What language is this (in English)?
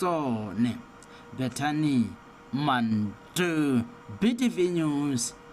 Tswana